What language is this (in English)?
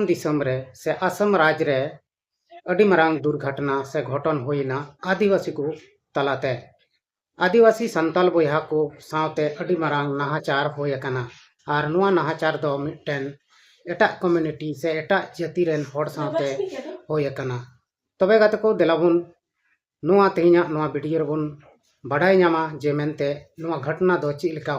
Santali